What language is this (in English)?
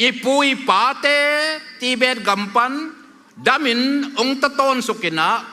Tedim Chin